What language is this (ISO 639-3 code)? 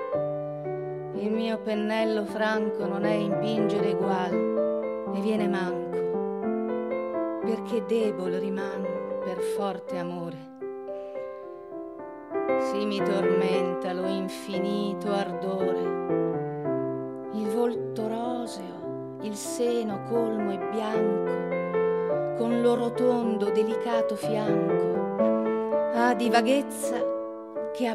ita